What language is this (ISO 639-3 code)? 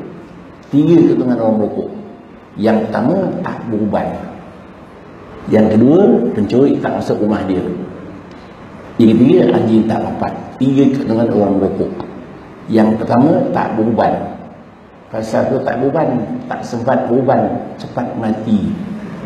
msa